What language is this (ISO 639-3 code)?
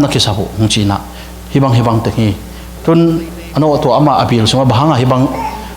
ctd